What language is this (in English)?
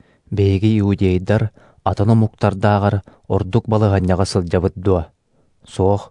Yakut